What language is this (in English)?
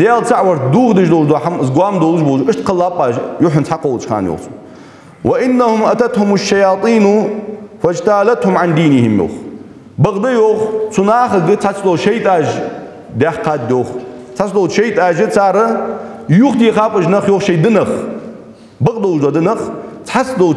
Ingush